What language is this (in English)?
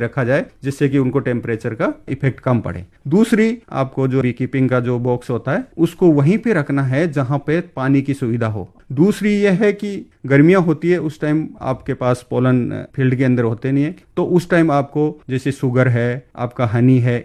Hindi